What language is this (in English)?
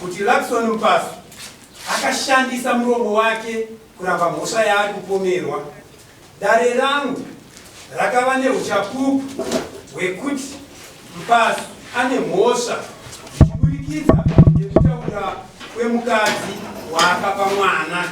Shona